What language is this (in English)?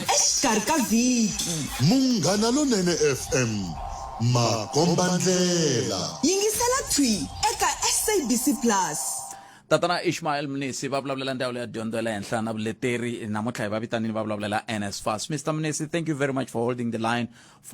Tsonga